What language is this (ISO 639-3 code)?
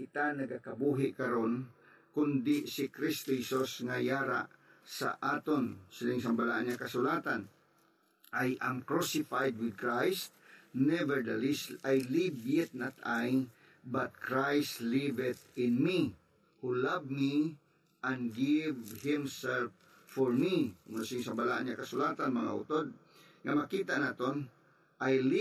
hil